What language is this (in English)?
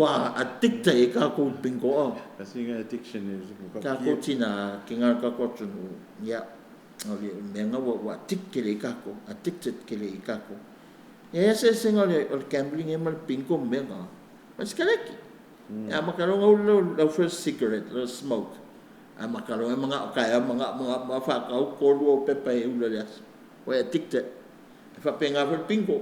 Samoan